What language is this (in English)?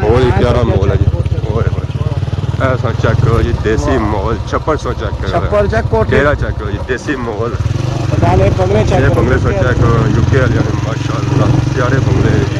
Pahari-Potwari